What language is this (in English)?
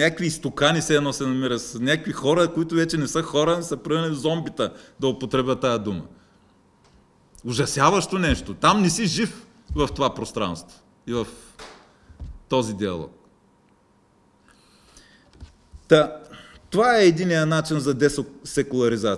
Bulgarian